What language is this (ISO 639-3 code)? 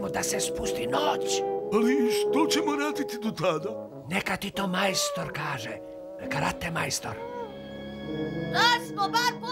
hrv